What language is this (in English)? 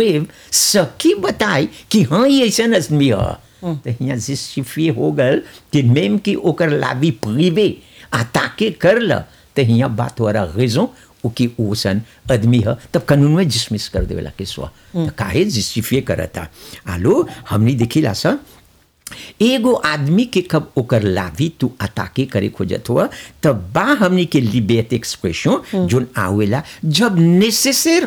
Bhojpuri